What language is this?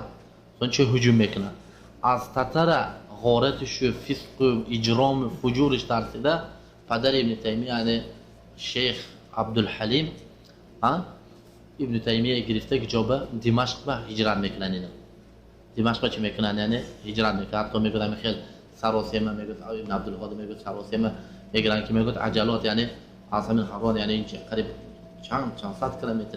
Tajik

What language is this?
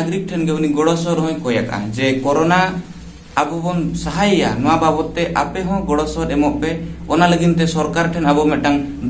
Santali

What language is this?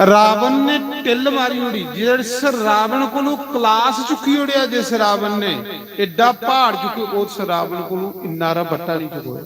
Dogri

